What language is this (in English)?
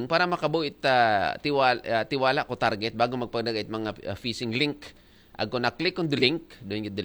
Aklanon